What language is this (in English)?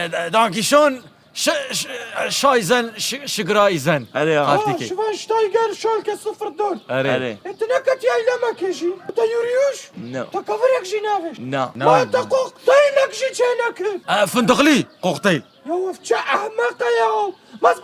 Kurdish